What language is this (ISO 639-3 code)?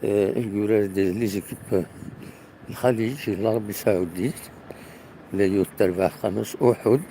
kab